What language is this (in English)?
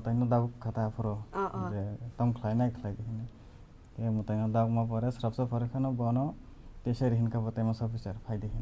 Kok Borok